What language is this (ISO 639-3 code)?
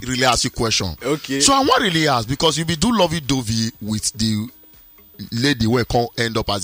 pcm